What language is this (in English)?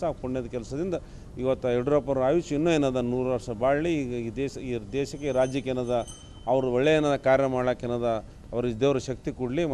Kannada